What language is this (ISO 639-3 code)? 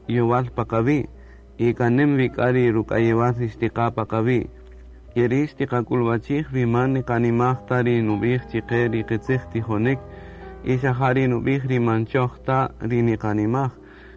cak